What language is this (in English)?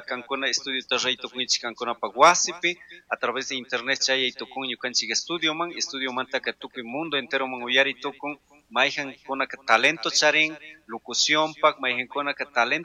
Chimborazo Highland Quichua